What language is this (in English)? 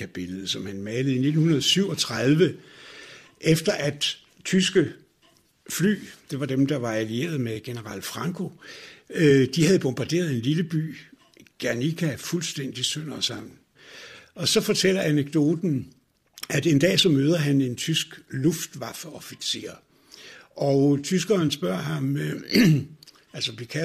Danish